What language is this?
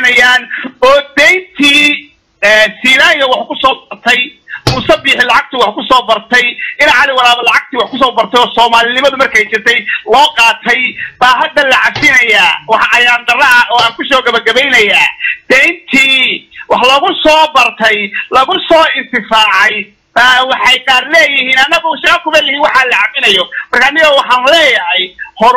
Somali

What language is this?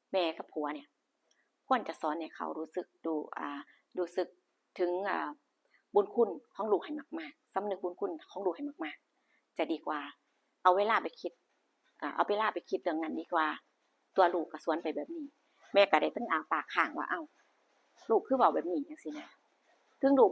Lao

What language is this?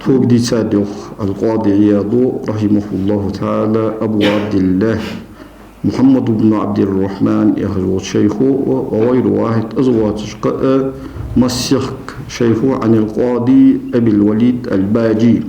Ingush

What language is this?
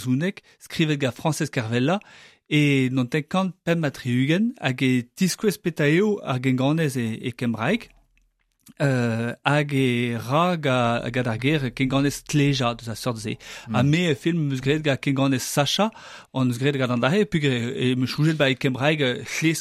Breton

